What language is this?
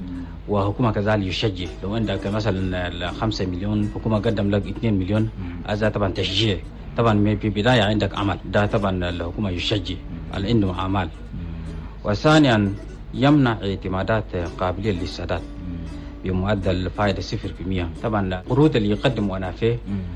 Chadian Arabic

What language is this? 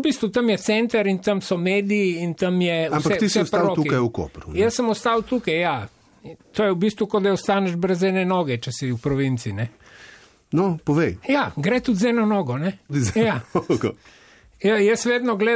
Slovenian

